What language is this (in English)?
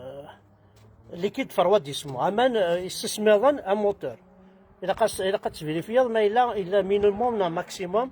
Kabyle